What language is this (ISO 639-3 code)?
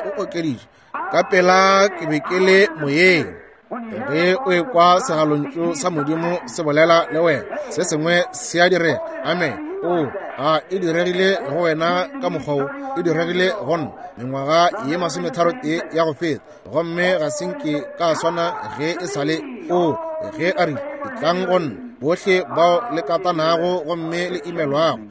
nso